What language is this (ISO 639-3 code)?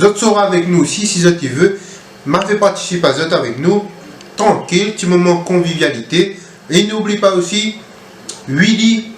rcf